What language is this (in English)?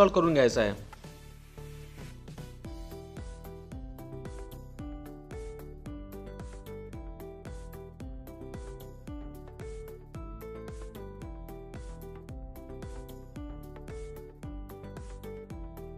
Marathi